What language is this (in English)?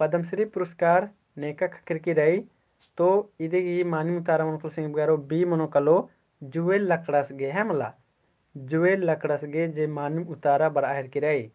Kurukh